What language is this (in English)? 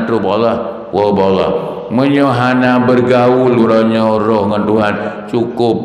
Achinese